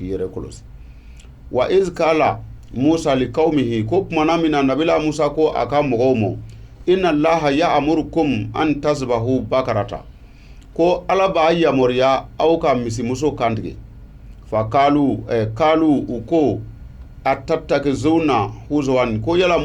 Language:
Bambara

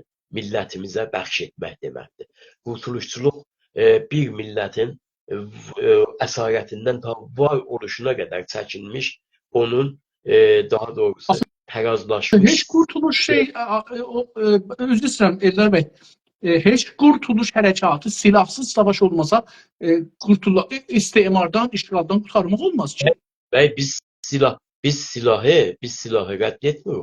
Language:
South Azerbaijani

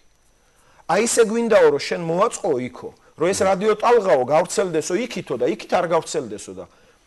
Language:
Georgian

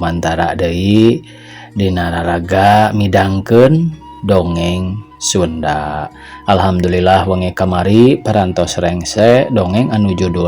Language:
Sundanese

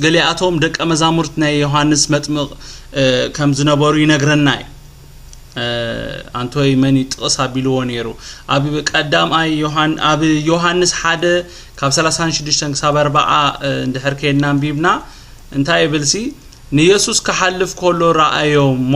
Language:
Tigrinya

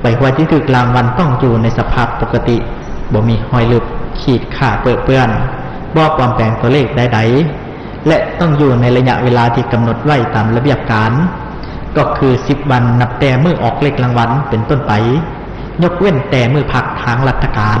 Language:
Lao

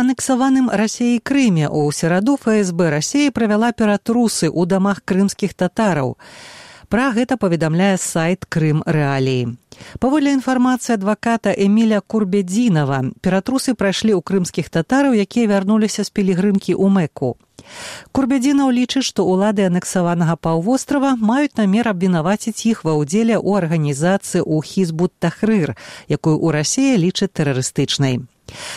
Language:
Belarusian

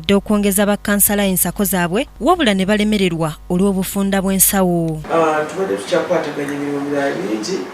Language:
Ganda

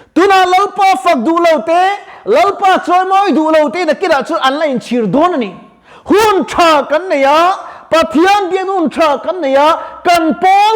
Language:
Mizo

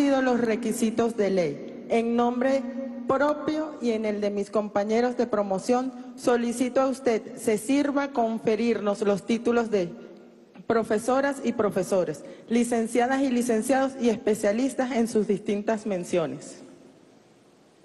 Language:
Spanish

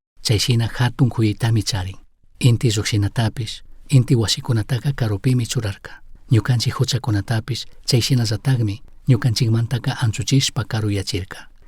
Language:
Chimborazo Highland Quichua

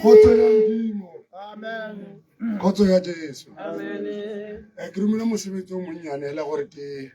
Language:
Tswana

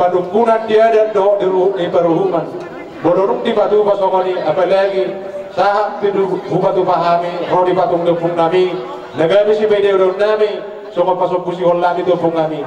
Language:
Batak Toba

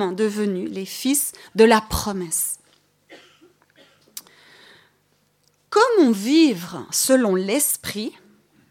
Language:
French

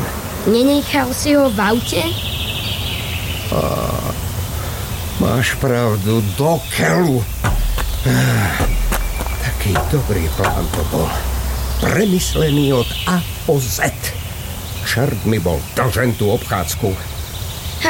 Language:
Slovak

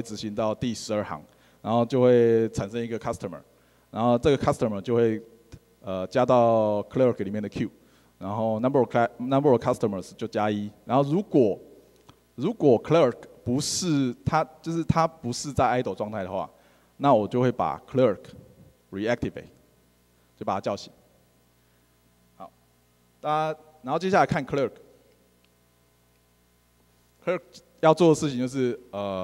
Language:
Chinese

